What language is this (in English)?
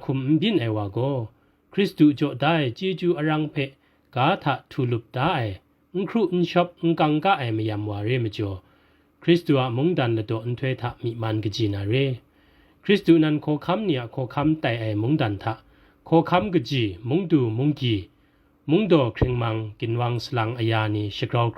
Kachin